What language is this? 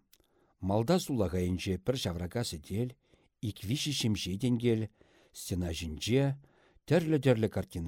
Chuvash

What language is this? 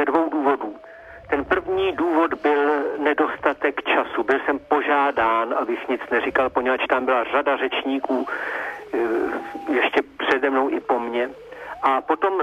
Czech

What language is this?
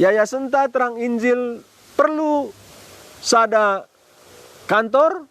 Batak Karo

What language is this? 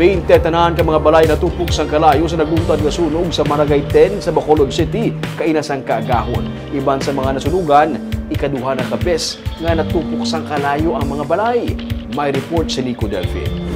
Hiligaynon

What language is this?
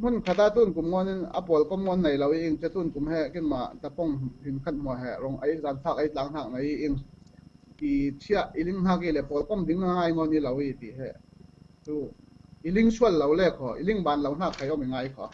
Falam Chin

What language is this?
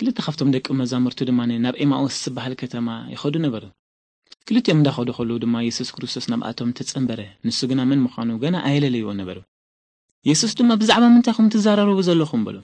Tigrinya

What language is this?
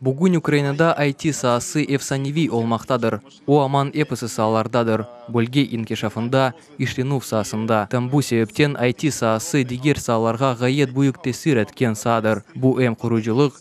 Crimean Tatar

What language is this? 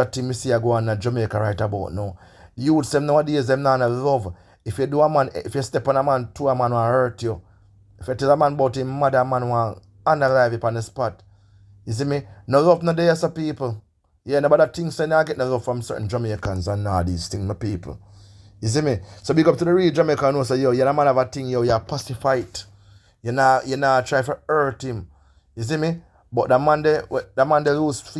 Jamaican Creole English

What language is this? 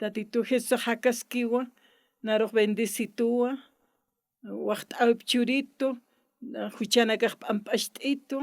Aymara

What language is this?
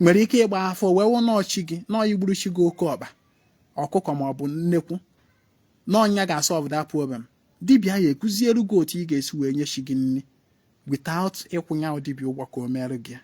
Igbo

